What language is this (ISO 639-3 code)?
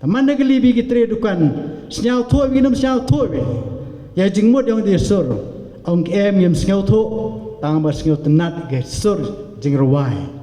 pbv